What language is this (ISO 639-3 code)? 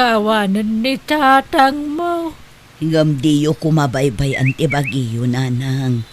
ilo